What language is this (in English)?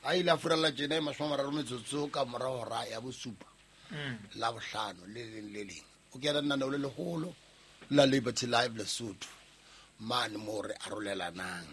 Southern Sotho